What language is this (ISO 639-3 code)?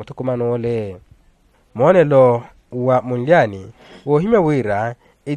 vmw